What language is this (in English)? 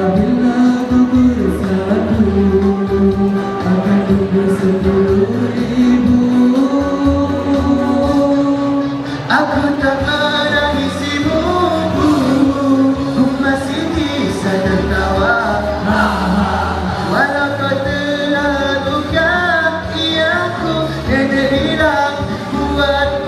Malay